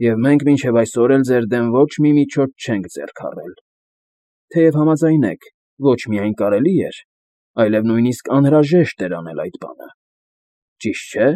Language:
Armenian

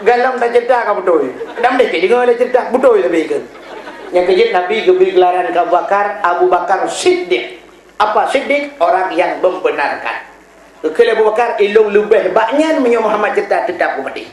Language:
Achinese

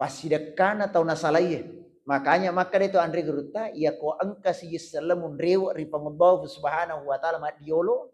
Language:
Buginese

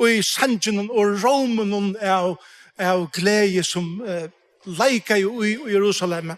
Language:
Faroese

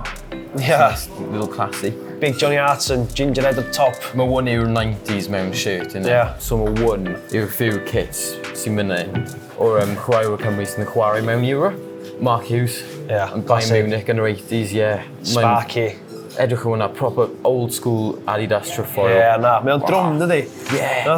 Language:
Welsh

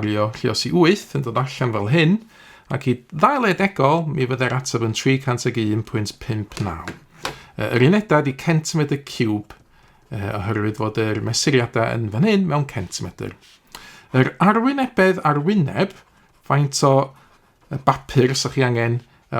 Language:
Welsh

